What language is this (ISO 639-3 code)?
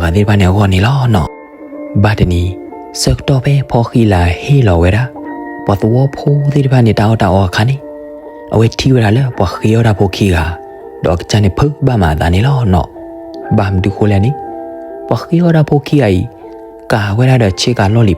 ksw